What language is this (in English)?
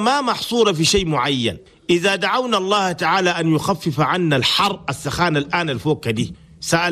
Chadian Arabic